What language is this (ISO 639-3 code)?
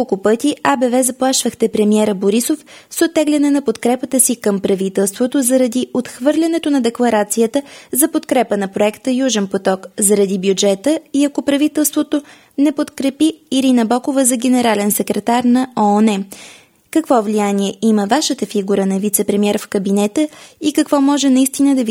bul